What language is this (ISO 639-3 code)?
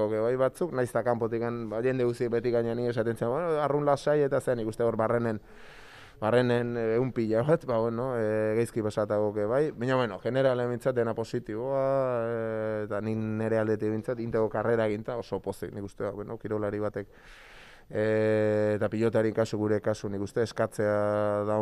eus